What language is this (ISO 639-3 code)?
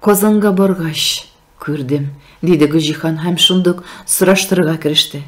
tat